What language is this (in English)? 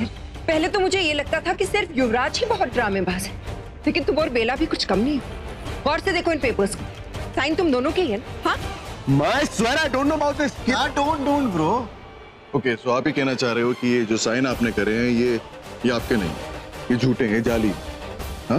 Hindi